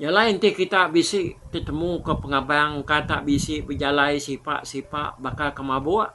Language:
Iban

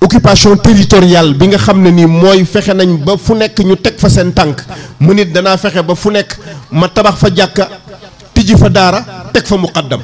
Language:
Wolof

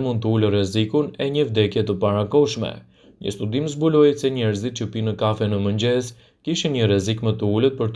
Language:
Albanian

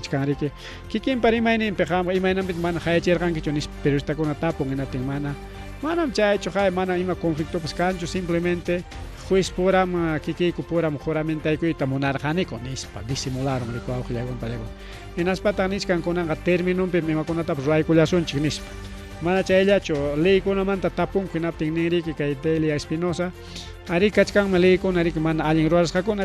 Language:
Ayacucho Quechua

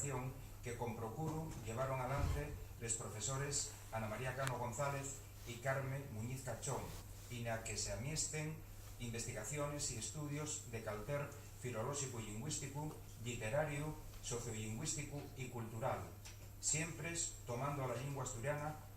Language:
Asturian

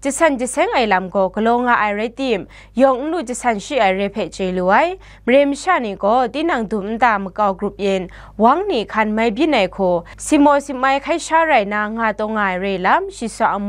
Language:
Kachin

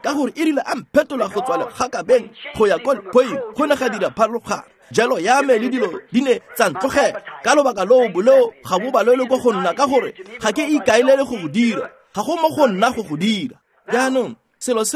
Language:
Tswana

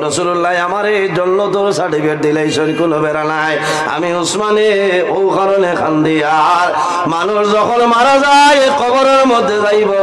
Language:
Sylheti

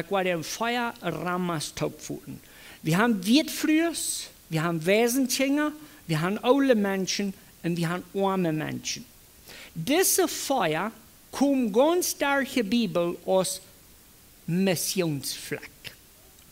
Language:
Plautdietsch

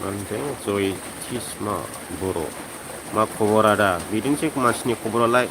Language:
Bodo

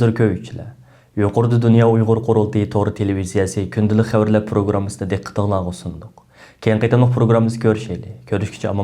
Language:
Uyghur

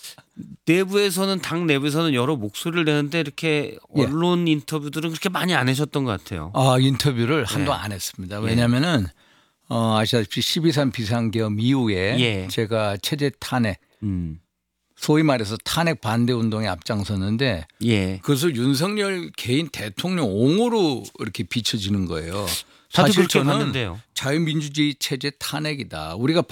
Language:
Korean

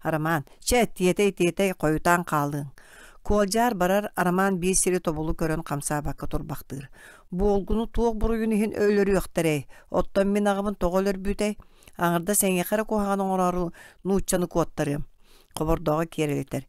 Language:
Yakut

